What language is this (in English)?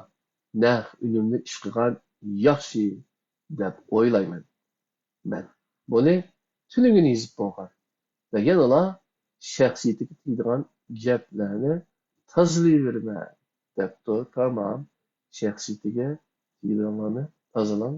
Uyghur